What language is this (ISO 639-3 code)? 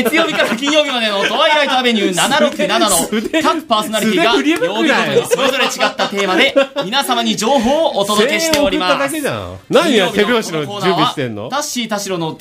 jpn